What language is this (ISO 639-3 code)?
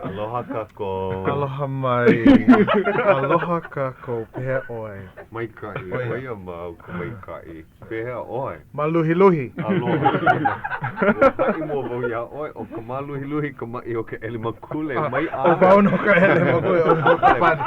haw